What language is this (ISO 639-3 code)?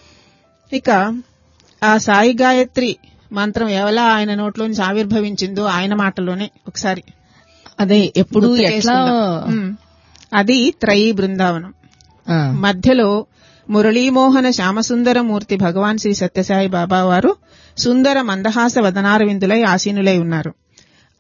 tel